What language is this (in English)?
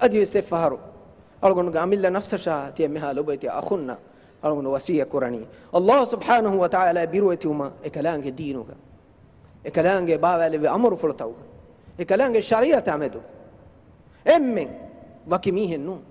Divehi